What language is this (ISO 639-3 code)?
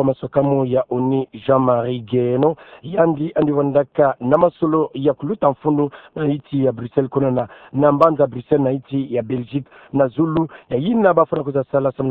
ktu